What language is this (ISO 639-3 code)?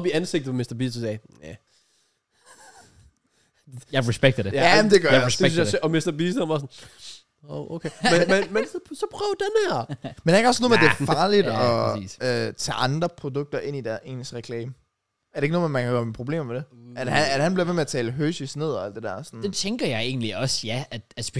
dan